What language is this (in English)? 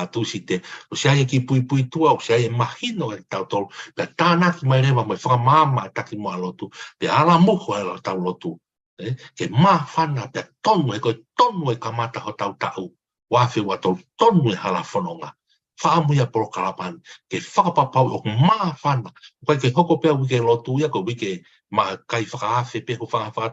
Tongan